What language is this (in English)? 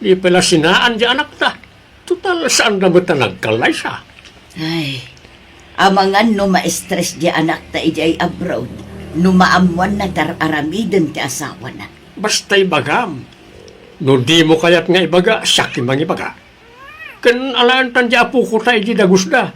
Iloko